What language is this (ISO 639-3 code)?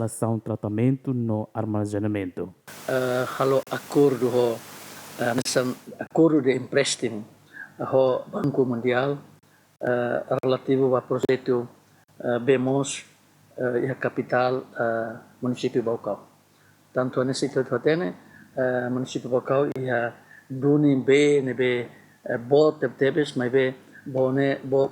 tet